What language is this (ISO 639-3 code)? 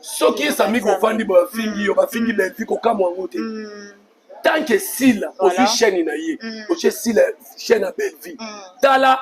lin